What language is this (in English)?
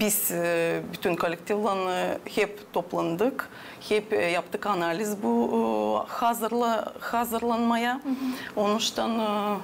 Gagauz